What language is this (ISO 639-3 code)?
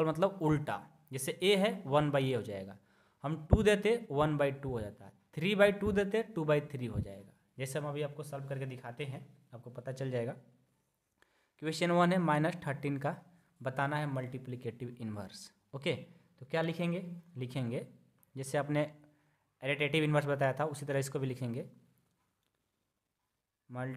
hin